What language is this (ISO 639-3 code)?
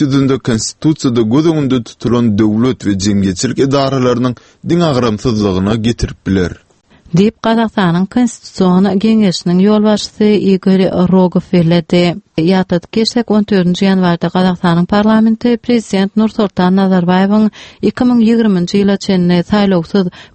tuk